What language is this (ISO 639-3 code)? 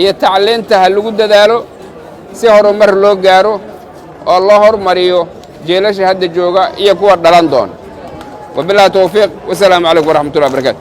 som